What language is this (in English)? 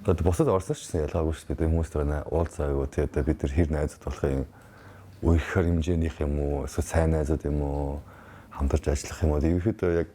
Mongolian